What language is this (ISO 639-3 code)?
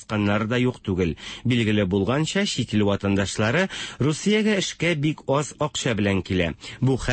tat